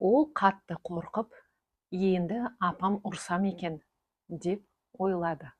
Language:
Kazakh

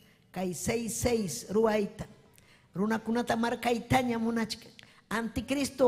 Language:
Ayacucho Quechua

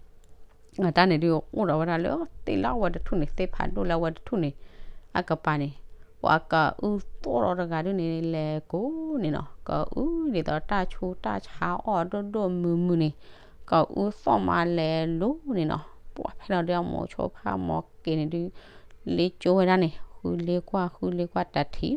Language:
S'gaw Karen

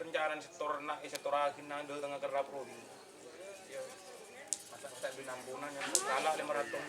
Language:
Madurese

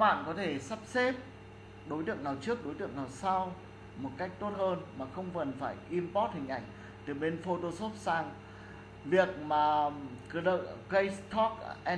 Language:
Vietnamese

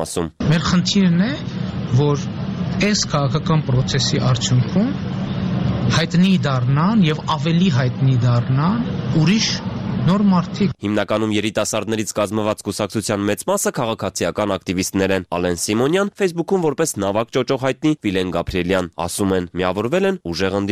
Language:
Armenian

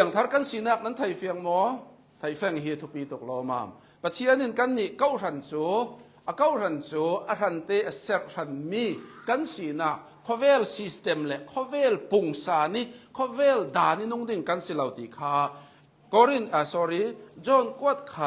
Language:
Hakha Chin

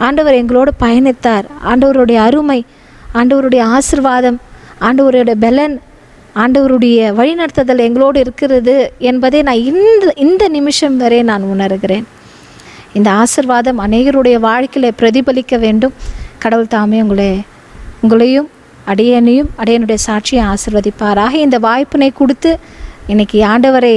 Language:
Tamil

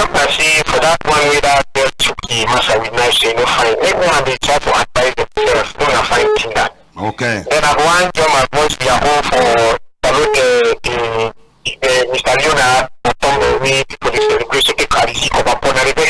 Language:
Cameroon Pidgin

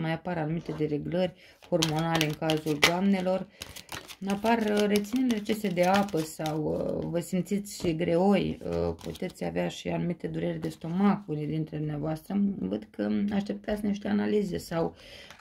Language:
Romanian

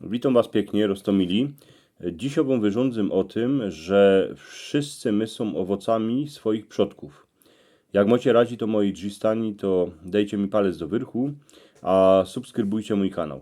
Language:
Silesian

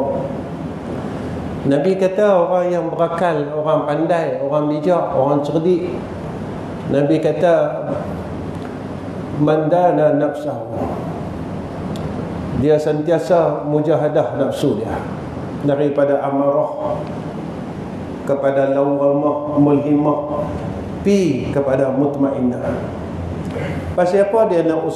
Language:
Malay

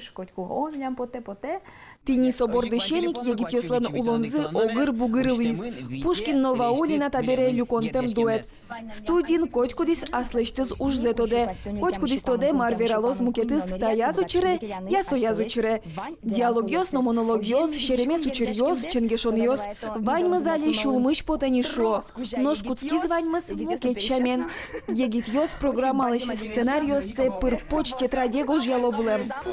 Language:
Udmurt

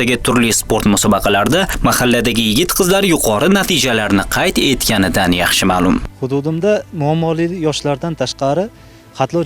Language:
Uzbek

